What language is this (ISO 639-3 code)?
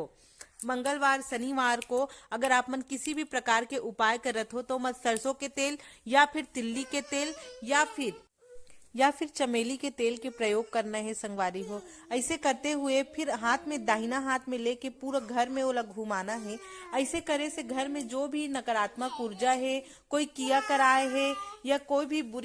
hne